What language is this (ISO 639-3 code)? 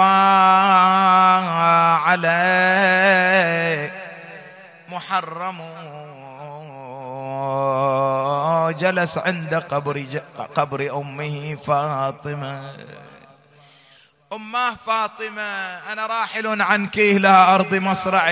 ara